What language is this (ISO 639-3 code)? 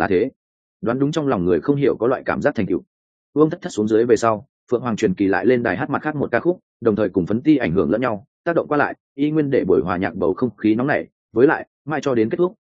vie